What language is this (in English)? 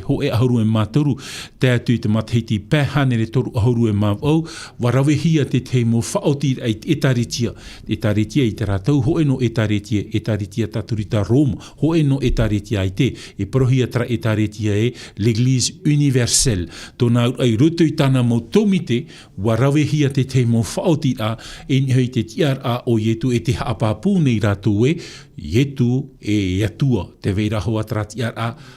Tahitian